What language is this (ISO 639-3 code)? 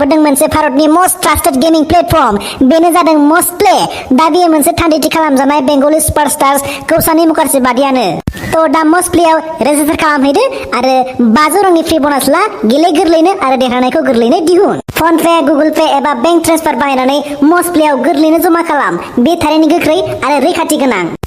brx